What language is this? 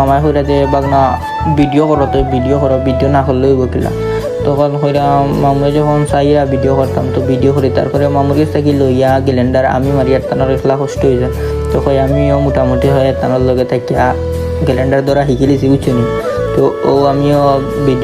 Sylheti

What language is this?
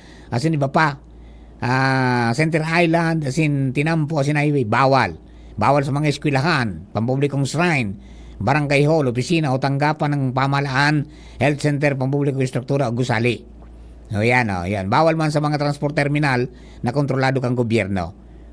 Bikol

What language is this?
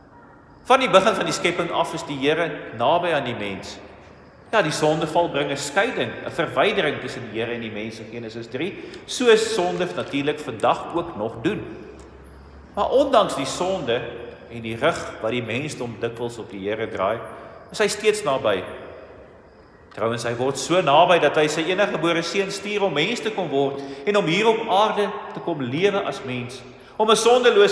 Afrikaans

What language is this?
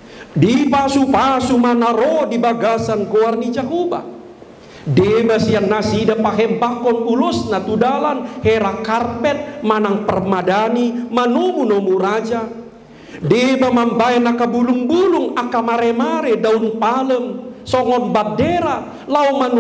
Batak Toba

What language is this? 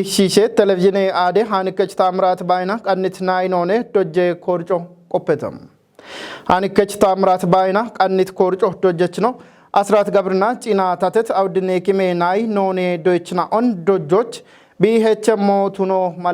Kafa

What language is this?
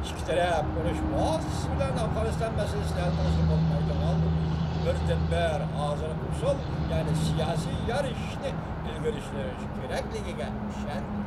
Uyghur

